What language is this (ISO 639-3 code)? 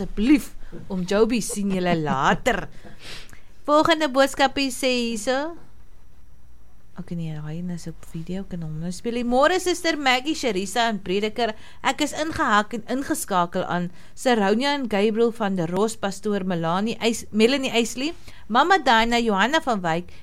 afr